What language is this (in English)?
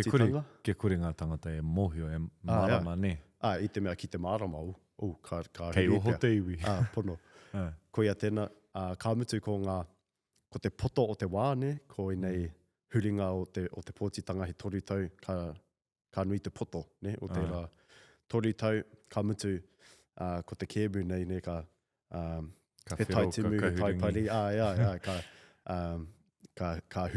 Māori